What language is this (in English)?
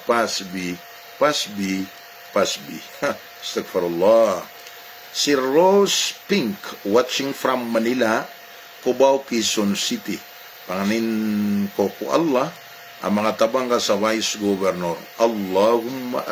Maranao